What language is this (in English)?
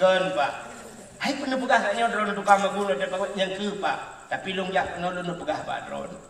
Achinese